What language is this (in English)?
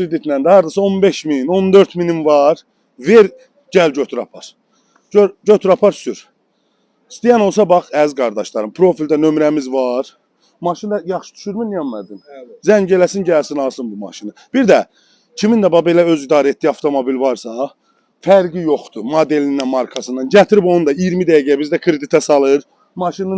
Azerbaijani